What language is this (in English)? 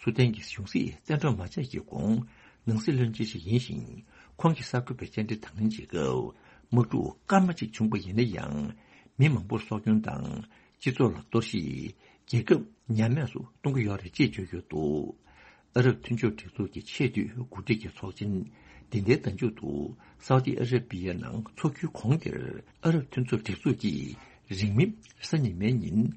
Tibetan